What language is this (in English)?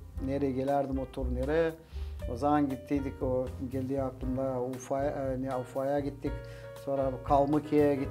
Gagauz